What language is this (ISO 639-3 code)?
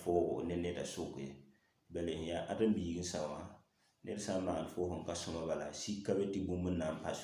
mos